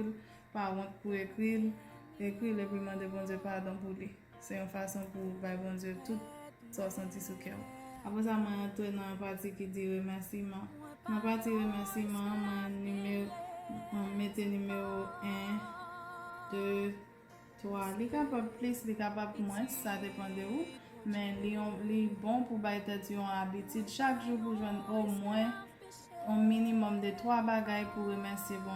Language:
Haitian Creole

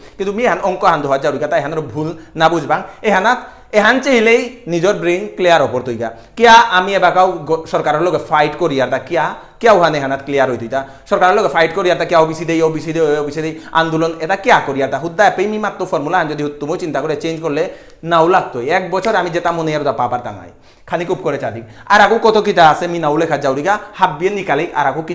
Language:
Bishnupriya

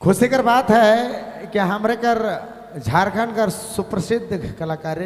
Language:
Sadri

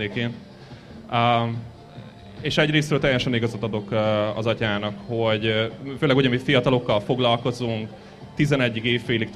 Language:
Hungarian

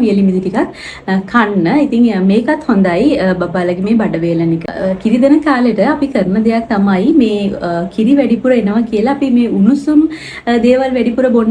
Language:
Sinhala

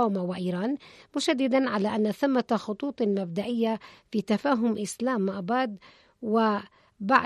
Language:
Arabic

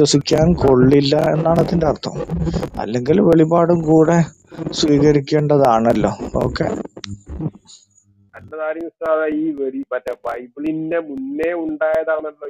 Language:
Malayalam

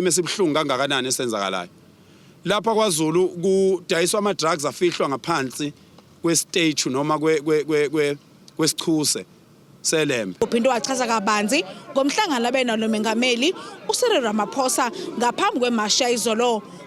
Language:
Zulu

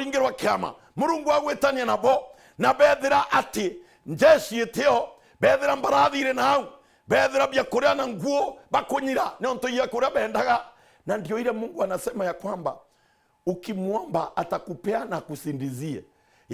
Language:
Meru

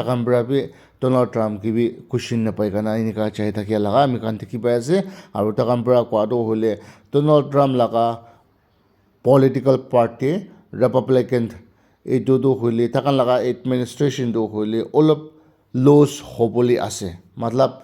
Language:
Naga Pidgin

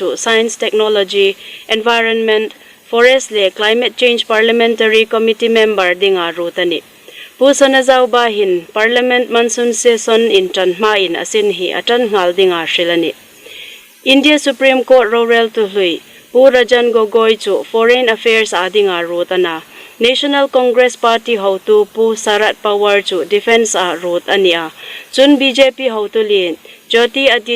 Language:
Hmar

